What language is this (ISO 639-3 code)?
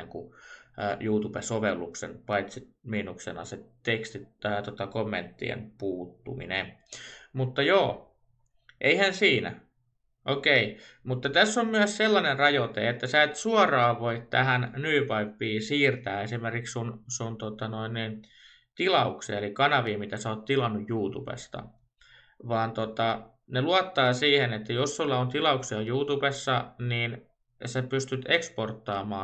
fin